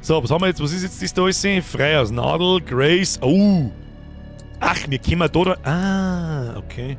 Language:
Bavarian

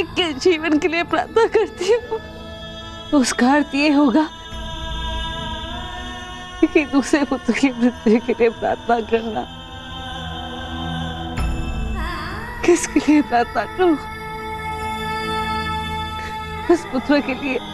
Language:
Hindi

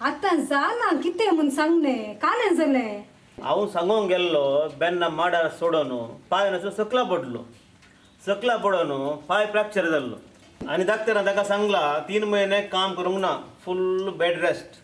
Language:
Konkani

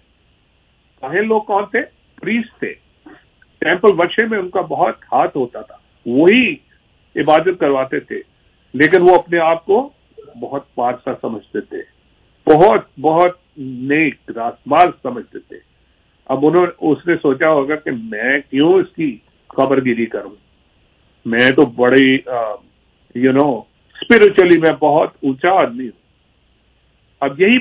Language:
Urdu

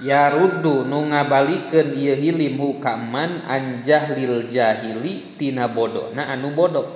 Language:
Sundanese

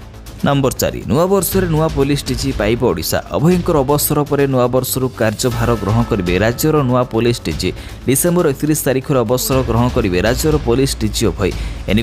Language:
Odia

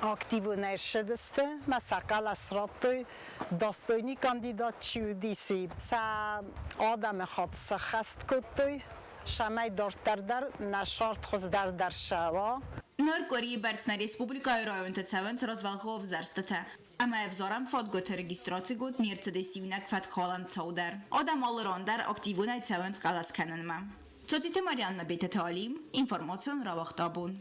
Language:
Ossetic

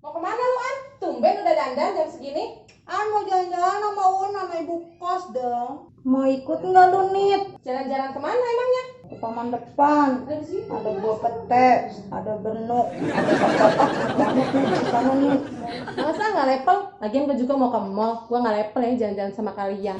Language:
Betawi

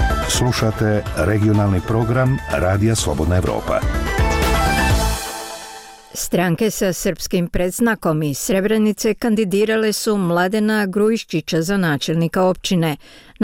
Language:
Bosnian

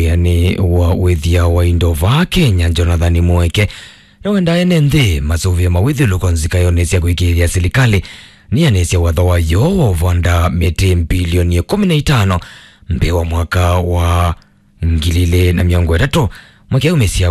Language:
Kamba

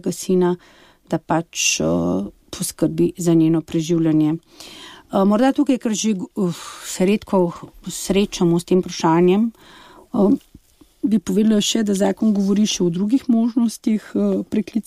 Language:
Slovenian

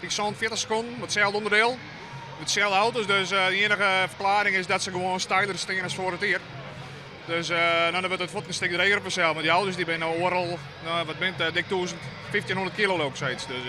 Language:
Western Frisian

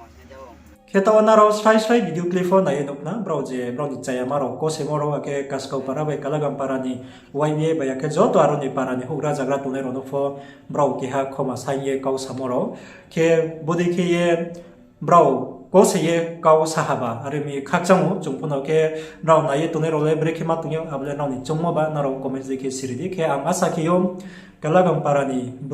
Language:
Riang (India)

